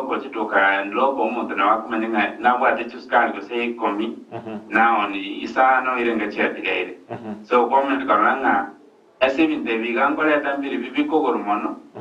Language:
Gusii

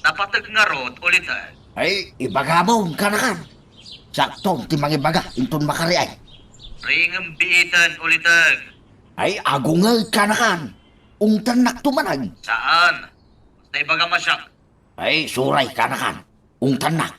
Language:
Iloko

